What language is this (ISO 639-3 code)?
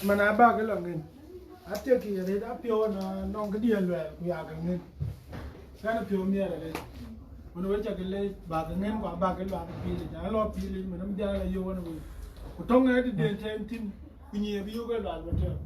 din